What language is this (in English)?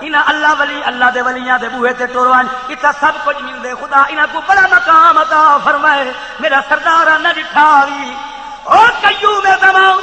Saraiki